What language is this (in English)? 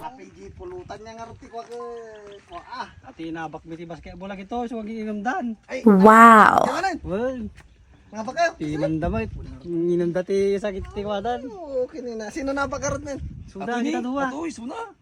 Iloko